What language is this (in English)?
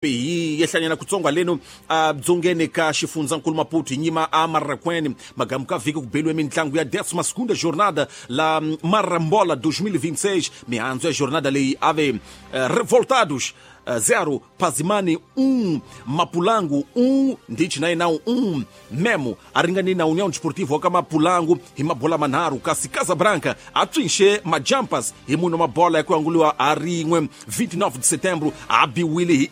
Tsonga